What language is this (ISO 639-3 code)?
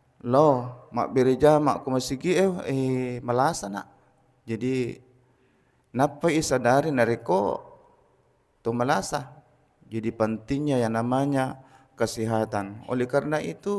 bug